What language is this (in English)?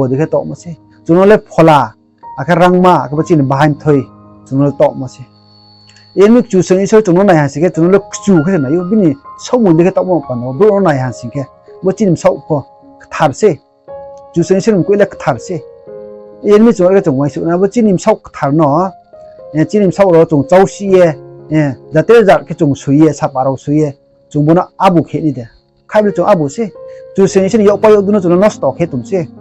Riang (India)